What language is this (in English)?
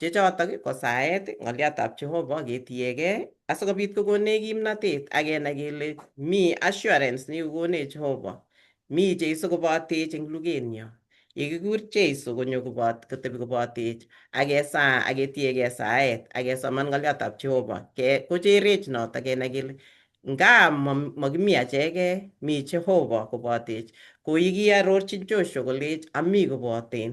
Kalenjin